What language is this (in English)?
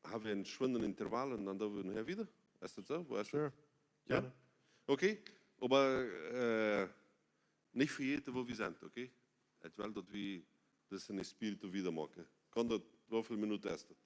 Plautdietsch